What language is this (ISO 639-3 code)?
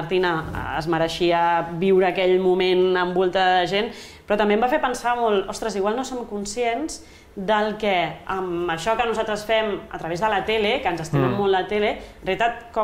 cat